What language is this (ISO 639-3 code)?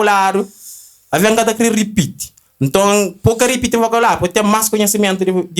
kea